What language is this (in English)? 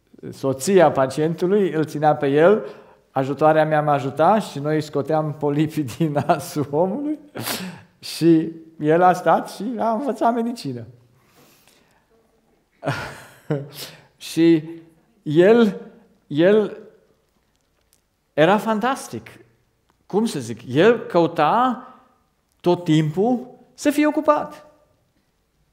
Romanian